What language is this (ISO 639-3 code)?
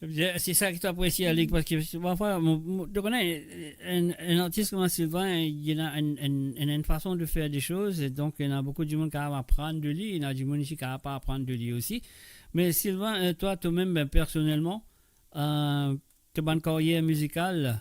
mfe